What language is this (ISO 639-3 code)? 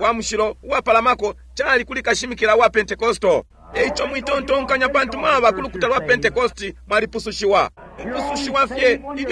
bem